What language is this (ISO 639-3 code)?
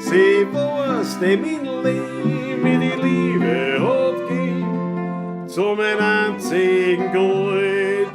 bar